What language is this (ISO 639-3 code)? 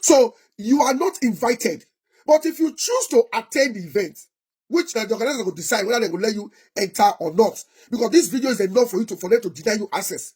pcm